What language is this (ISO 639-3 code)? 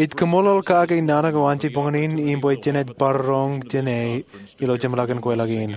mah